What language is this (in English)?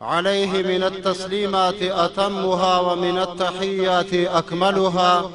Pashto